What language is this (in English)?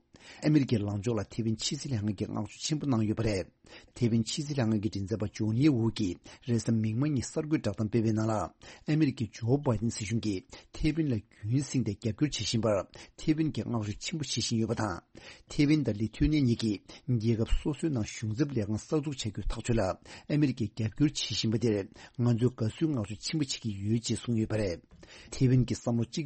Tibetan